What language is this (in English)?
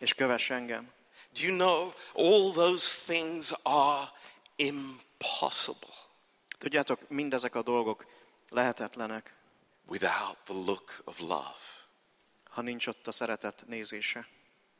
Hungarian